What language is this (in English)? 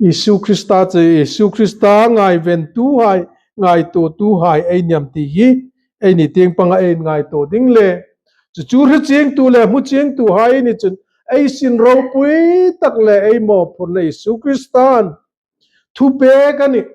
Hmar